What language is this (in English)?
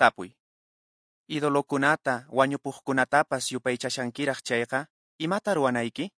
Quechua